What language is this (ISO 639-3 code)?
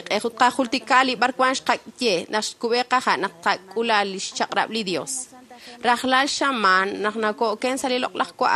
kek